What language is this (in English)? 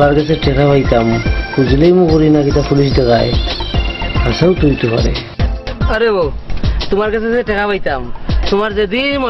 Sylheti